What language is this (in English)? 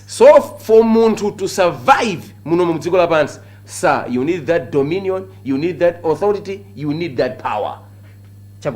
Nyanja